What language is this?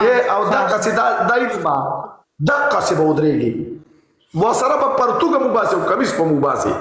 Pashto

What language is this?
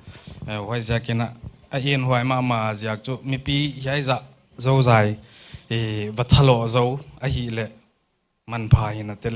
Paite Chin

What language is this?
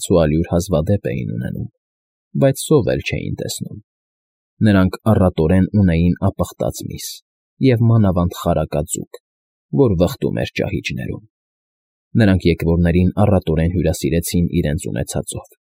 Armenian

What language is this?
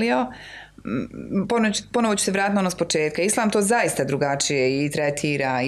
Serbian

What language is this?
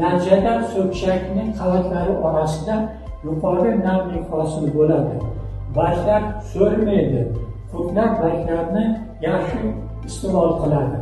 Uzbek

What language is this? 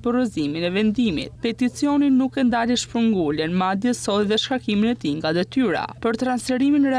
Albanian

